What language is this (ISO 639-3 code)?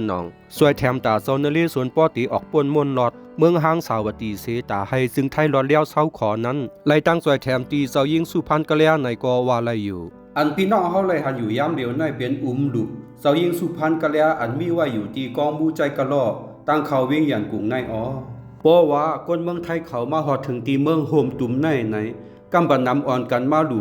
shn